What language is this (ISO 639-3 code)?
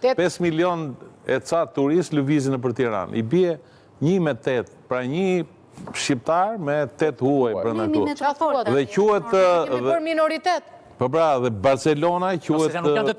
sqi